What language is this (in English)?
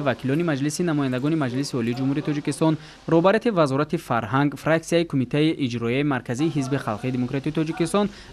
Tajik